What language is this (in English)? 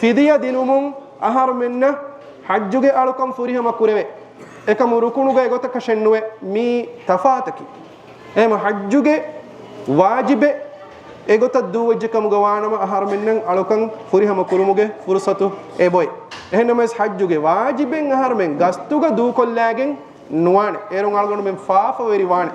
Divehi